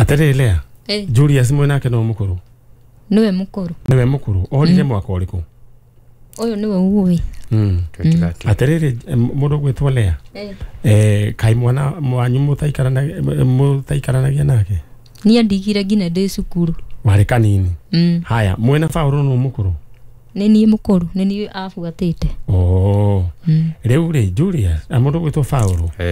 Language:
Kikuyu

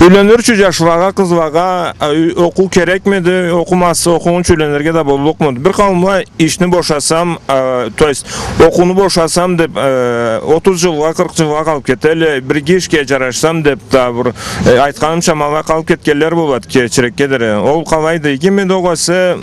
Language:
Karachay-Balkar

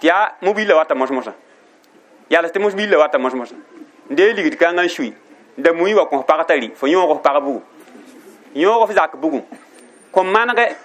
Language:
Mossi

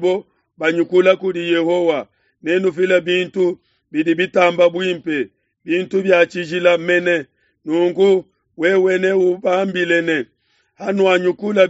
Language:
Luba-Lulua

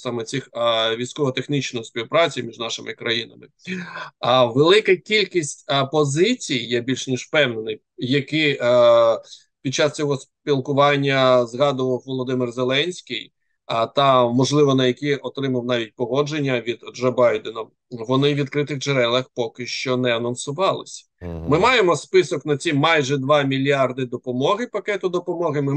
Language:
Ukrainian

